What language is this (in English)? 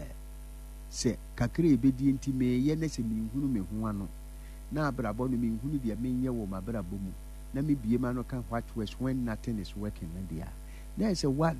Akan